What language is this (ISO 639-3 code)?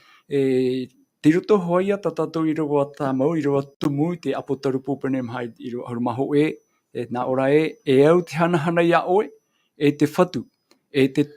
tah